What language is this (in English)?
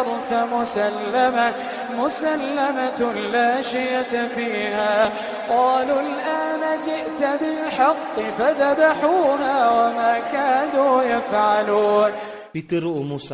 Iranun (Philippines)